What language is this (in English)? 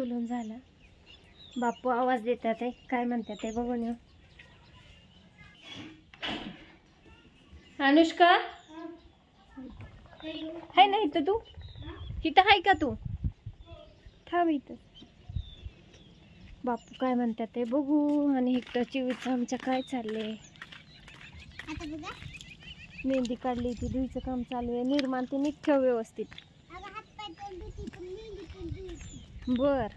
Marathi